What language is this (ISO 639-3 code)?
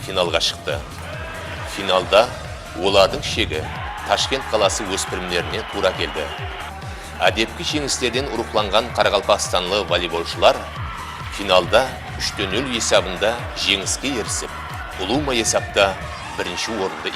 kaa